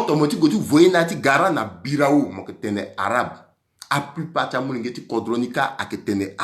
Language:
Sango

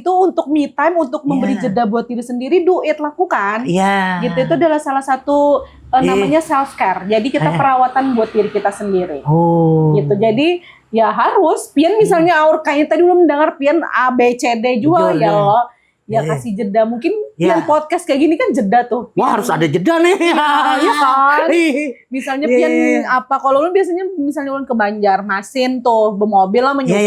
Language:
Banjar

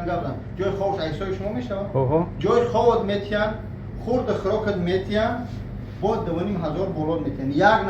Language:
Tajik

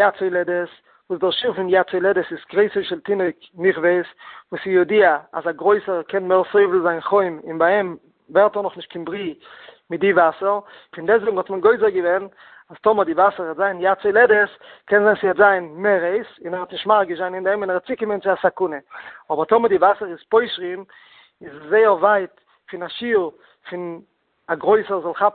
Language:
Yiddish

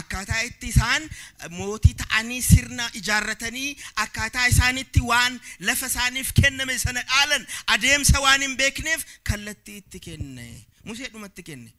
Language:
Oromo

